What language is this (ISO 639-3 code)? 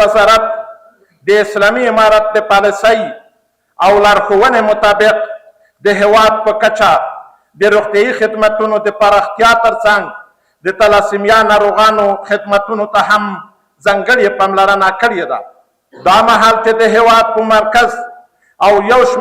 pus